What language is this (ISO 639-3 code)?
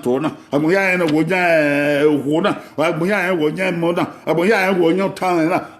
bin